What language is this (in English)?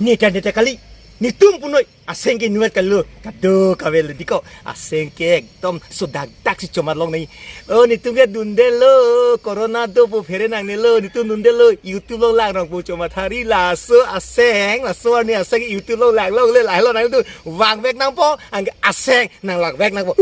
Karbi